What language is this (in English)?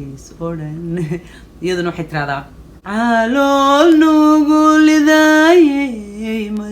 Somali